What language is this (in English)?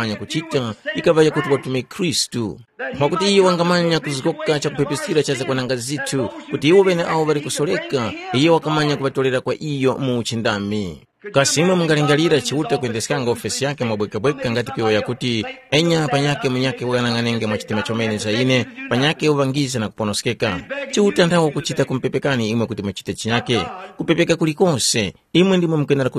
Tumbuka